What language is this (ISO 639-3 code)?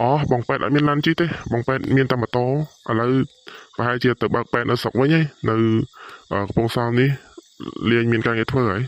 khm